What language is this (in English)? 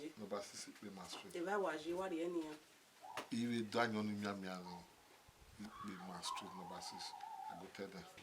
Bini